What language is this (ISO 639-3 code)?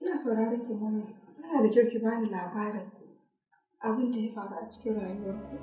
hau